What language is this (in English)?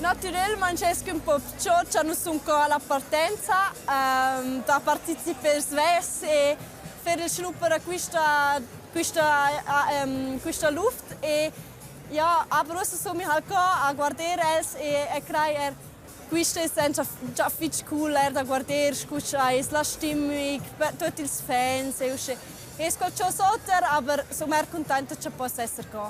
Romansh